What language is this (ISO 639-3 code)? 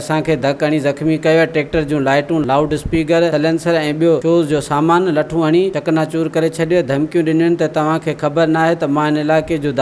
snd